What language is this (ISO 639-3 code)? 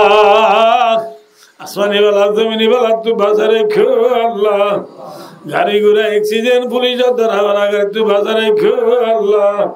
rhg